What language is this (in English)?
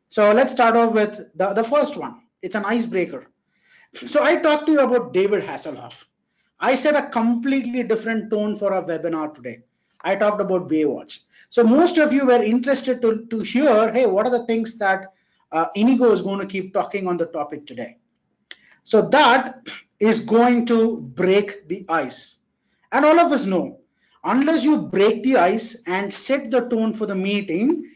English